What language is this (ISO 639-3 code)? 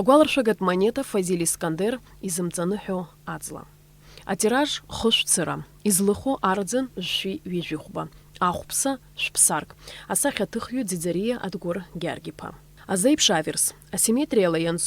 abk